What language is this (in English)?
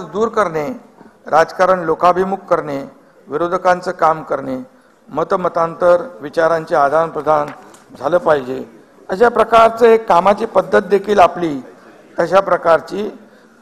Marathi